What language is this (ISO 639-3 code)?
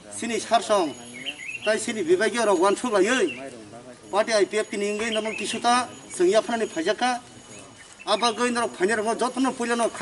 trp